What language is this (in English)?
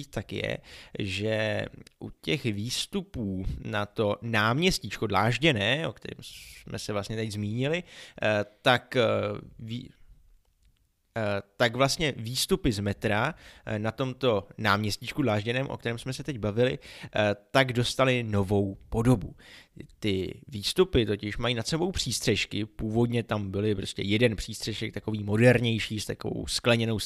Czech